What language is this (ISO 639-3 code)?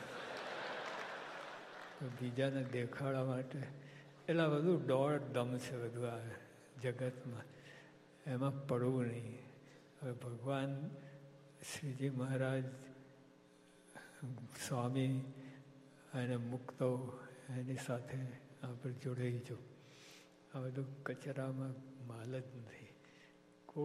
guj